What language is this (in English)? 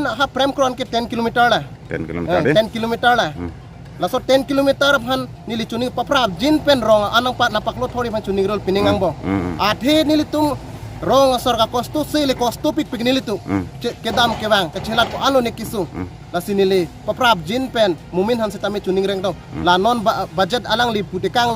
Karbi